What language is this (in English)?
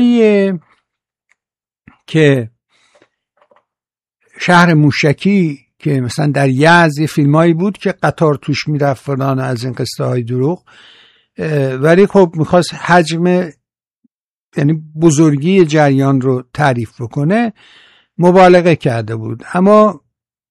Persian